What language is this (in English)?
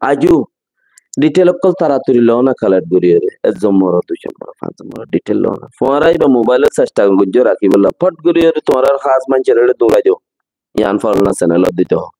Rohingya